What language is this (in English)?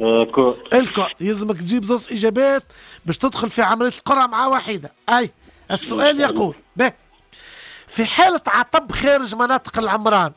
Tunisian Arabic